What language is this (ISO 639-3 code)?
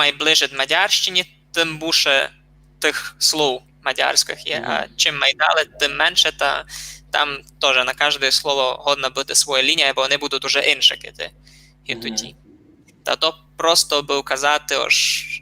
rue